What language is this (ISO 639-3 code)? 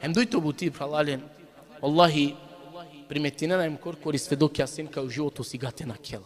rmn